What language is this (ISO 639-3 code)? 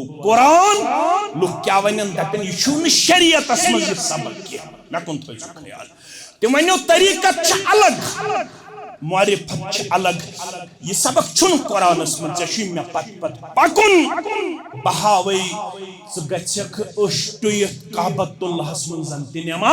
kas